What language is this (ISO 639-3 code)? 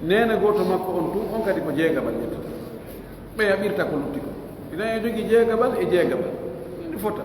fuf